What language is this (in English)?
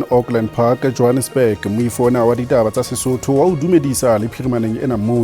Southern Sotho